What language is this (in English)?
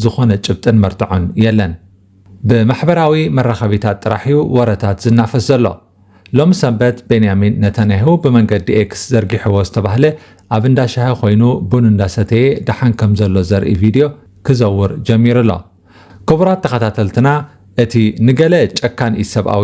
Tigrinya